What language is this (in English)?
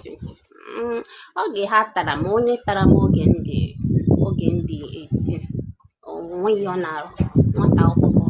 Igbo